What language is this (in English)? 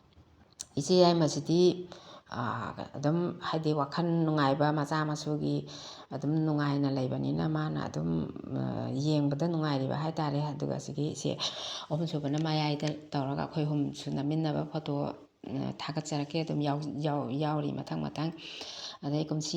Manipuri